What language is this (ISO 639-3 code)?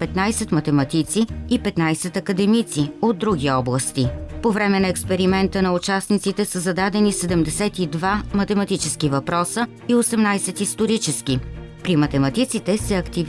bul